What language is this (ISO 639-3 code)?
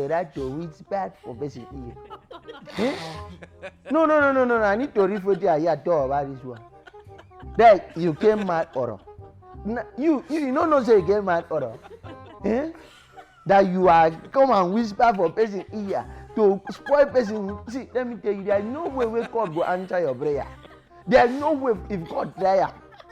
pcm